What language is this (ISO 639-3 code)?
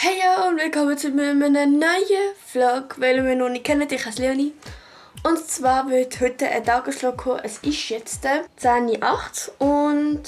gsw